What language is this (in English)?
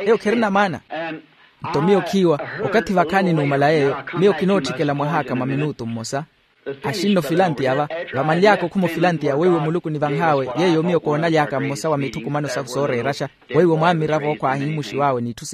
Makhuwa